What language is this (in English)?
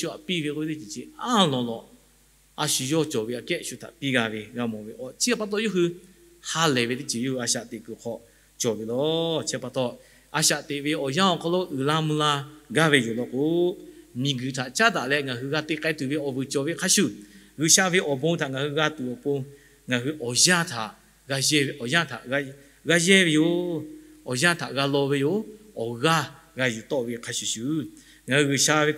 Lahu